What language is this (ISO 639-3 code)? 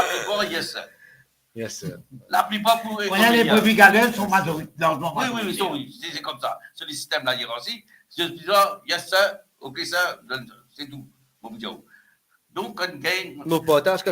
mfe